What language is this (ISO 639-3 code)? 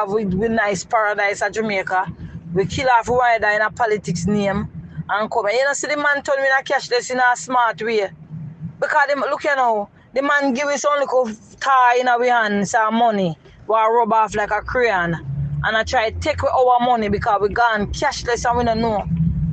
jam